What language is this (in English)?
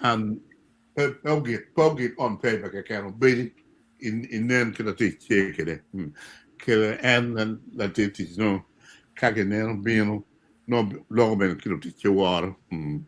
Acoli